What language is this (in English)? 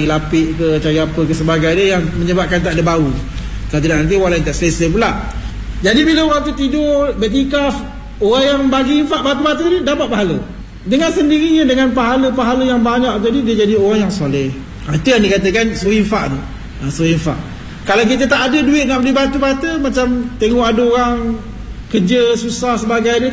Malay